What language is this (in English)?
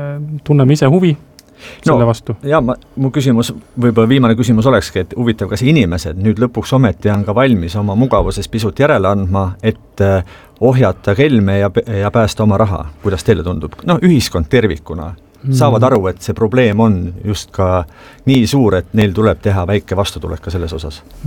Estonian